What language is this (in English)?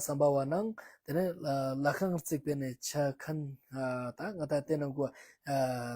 Ladakhi